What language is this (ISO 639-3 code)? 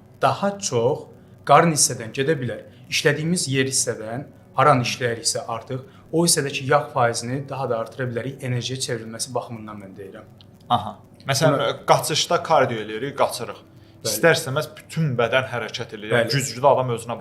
aze